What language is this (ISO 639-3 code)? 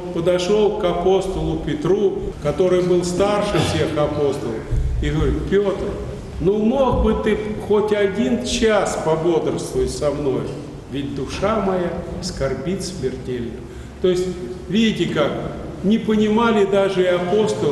rus